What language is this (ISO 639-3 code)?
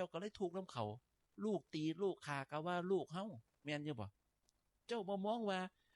tts